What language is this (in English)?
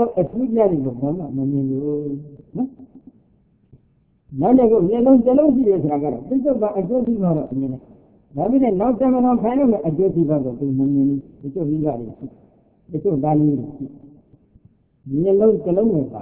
Burmese